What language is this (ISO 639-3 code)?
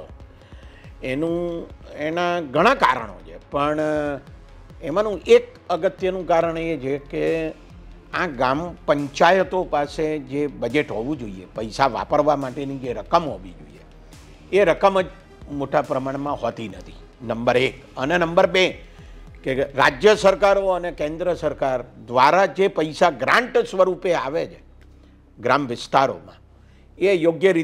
guj